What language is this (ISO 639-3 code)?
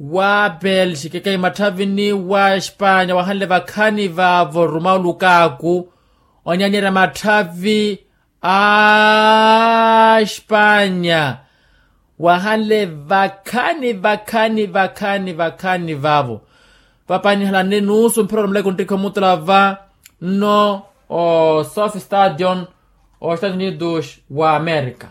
vmw